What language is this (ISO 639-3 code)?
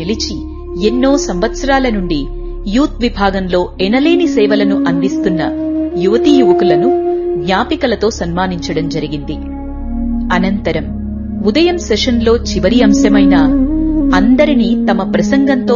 tel